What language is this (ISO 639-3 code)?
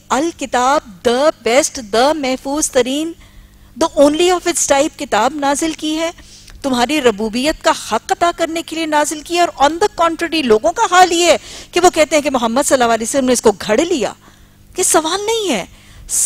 urd